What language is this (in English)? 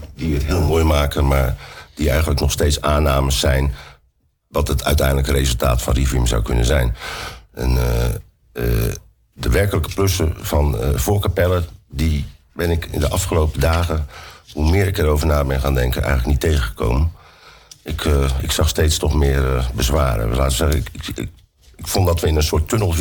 Dutch